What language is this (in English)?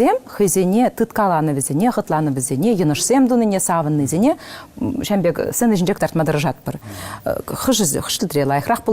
Chuvash